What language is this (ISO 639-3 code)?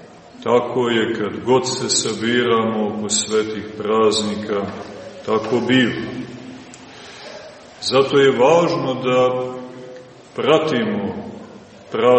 srp